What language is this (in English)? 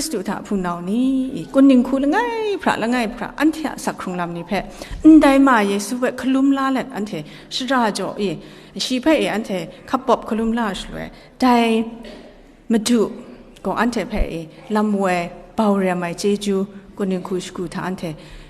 Kachin